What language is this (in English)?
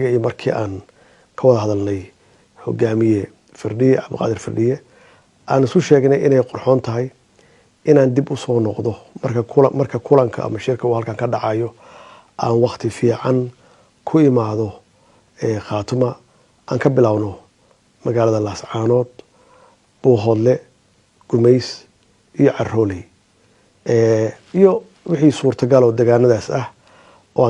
Somali